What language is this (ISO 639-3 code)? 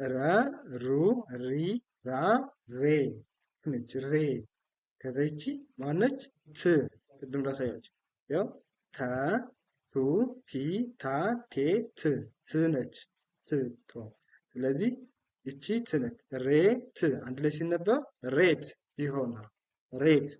amh